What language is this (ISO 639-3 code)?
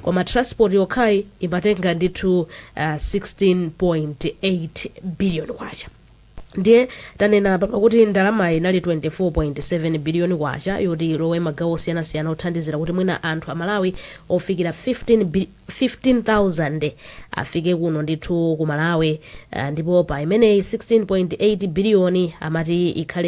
nya